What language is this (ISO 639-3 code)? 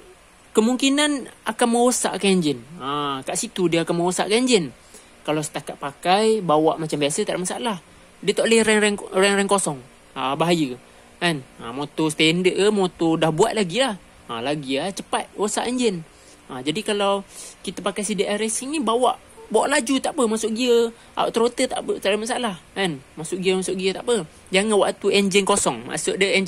msa